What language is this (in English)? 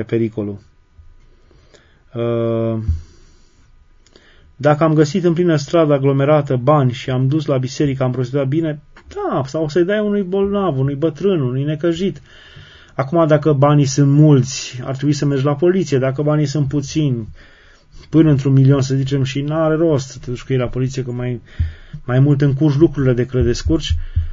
Romanian